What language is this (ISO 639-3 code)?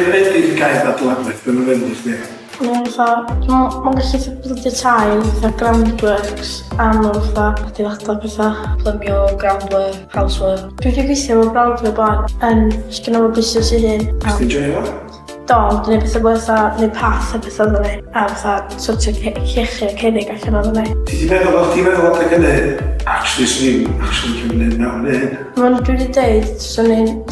cym